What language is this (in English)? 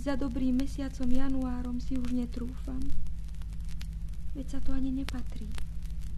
Slovak